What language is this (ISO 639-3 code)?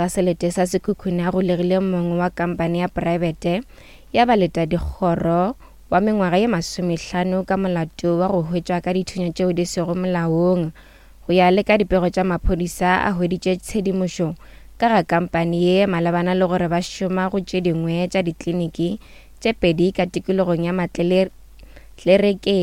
nso